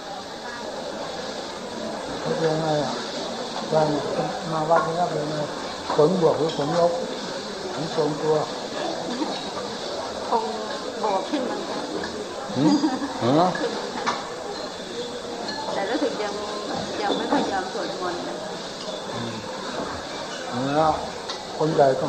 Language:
Thai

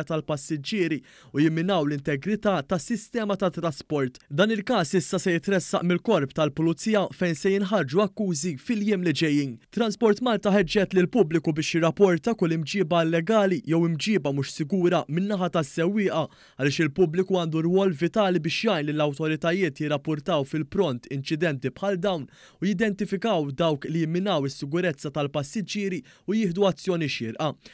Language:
Maltese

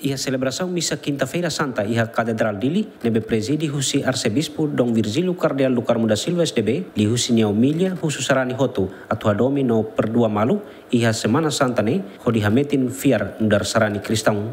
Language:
Tetum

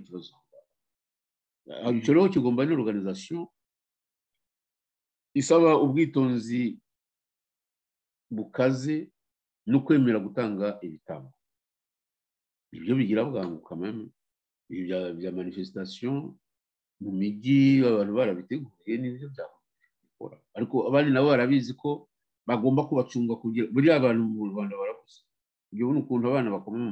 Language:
Kinyarwanda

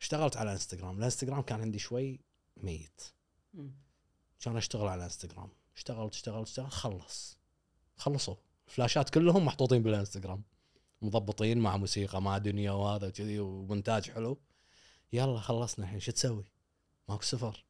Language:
Gulf Arabic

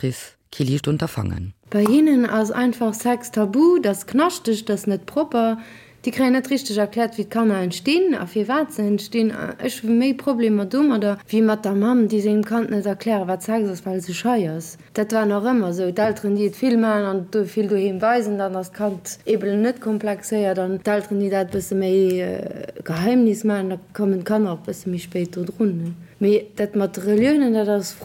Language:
Luxembourgish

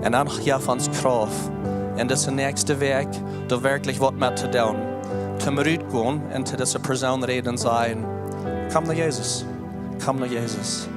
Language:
Plautdietsch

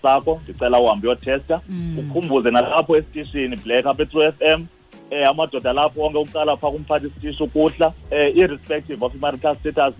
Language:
Xhosa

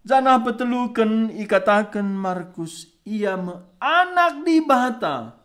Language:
Batak Karo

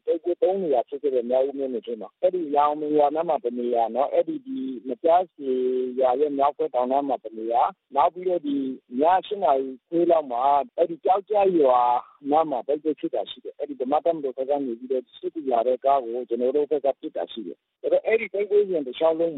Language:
Burmese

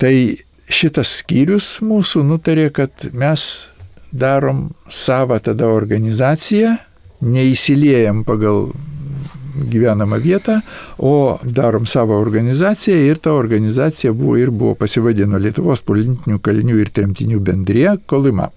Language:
Lithuanian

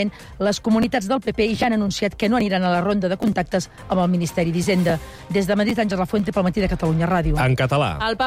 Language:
Catalan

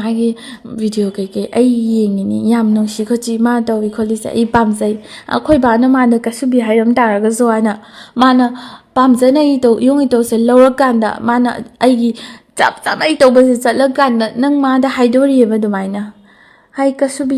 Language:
Manipuri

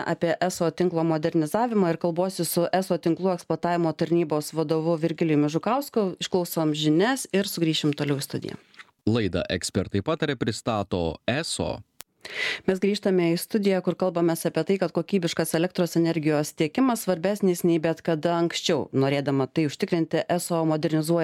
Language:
Lithuanian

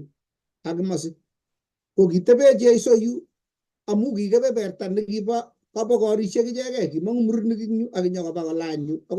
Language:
Kalenjin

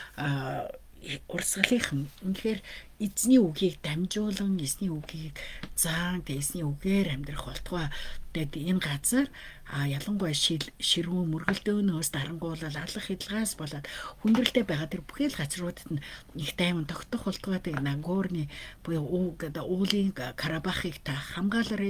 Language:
Mongolian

